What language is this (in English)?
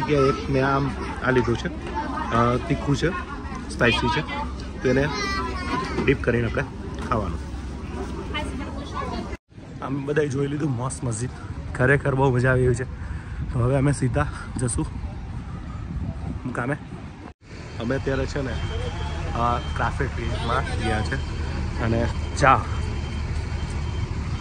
Gujarati